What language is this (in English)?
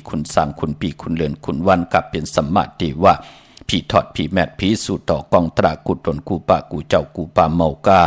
Shan